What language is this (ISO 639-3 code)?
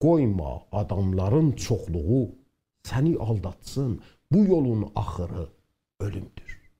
azb